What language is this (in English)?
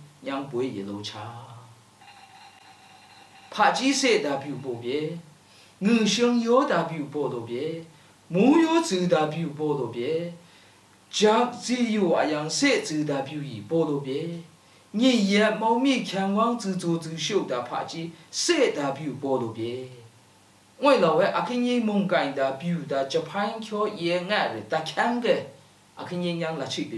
Lashi